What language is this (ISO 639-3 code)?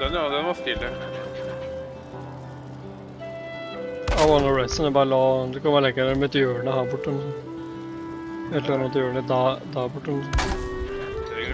nor